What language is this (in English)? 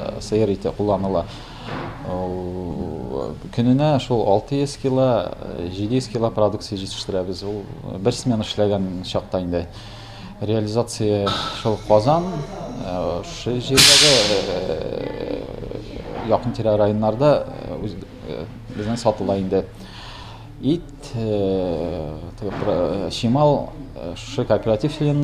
Tatar